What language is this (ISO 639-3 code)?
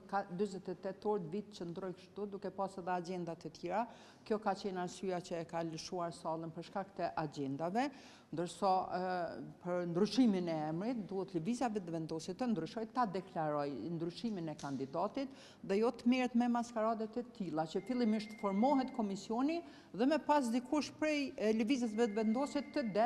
sqi